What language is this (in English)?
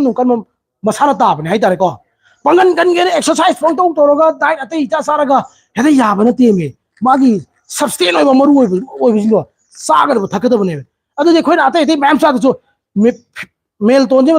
Manipuri